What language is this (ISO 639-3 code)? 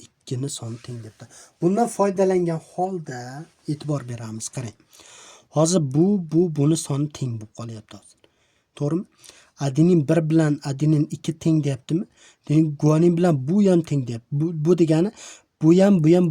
uzb